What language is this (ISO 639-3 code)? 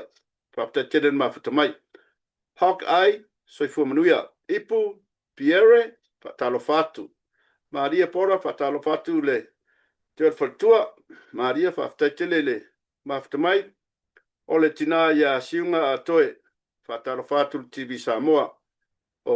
smo